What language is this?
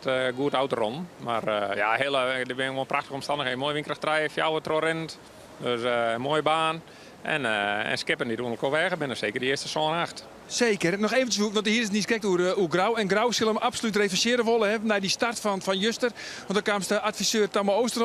Western Frisian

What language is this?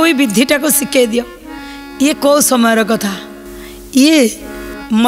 Odia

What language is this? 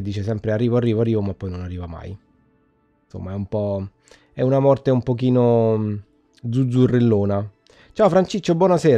Italian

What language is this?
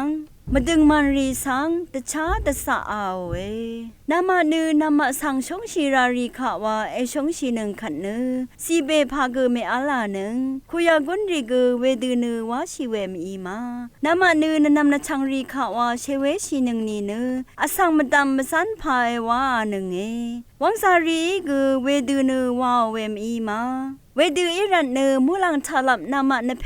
Rawang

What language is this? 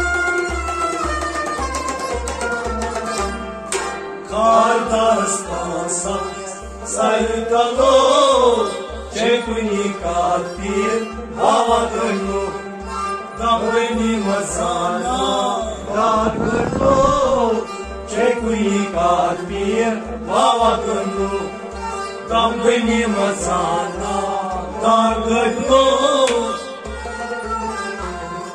Kashmiri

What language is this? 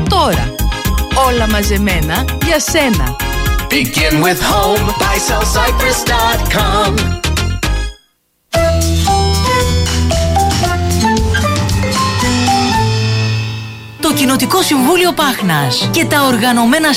Greek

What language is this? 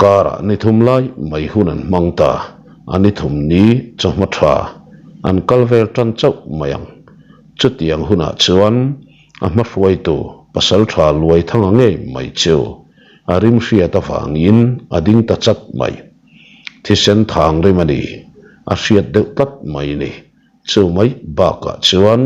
Mizo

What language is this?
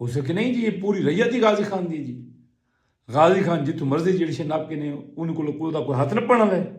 Saraiki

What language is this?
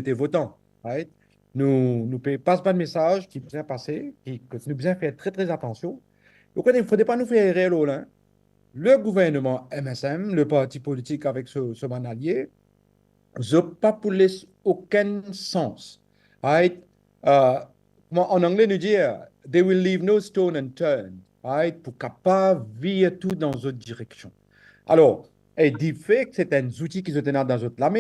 Morisyen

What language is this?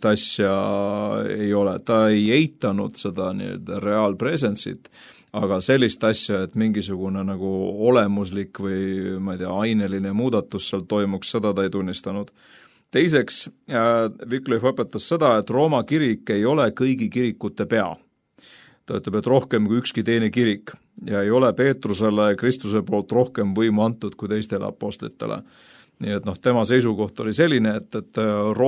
Estonian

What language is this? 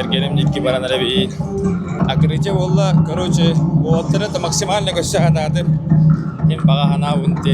Yakut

